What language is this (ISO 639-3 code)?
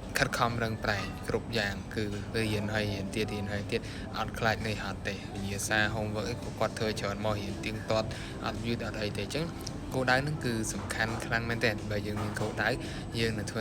khm